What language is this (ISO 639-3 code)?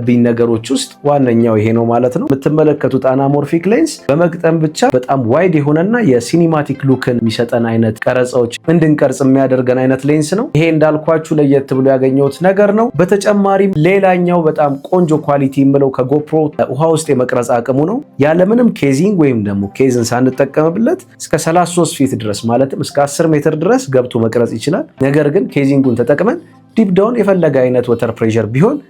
amh